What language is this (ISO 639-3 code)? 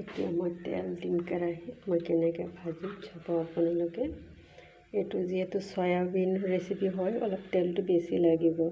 asm